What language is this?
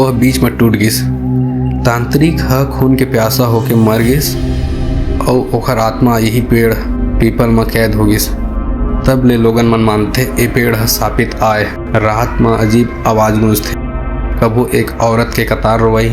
Chhattisgarhi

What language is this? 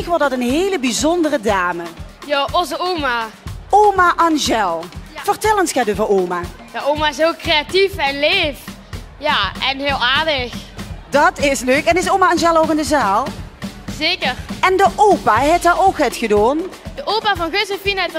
Limburgish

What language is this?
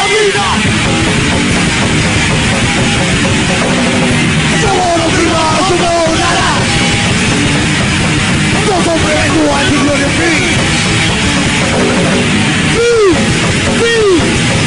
Portuguese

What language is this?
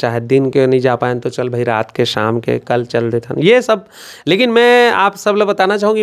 Chhattisgarhi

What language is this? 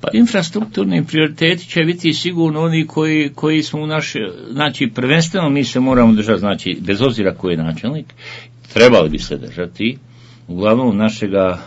Bosnian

